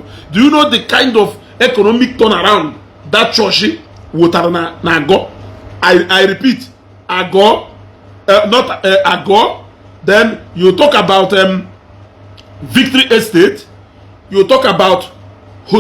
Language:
Igbo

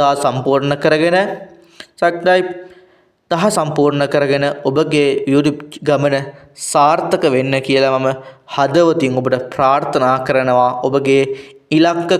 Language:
Sinhala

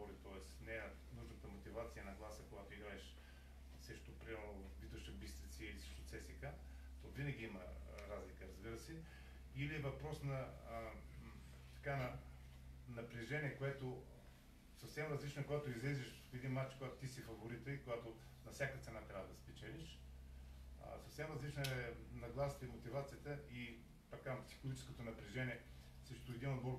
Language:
Bulgarian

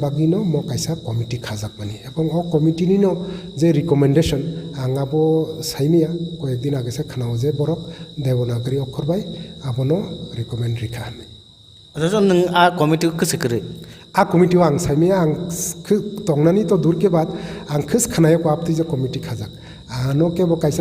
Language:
Kok Borok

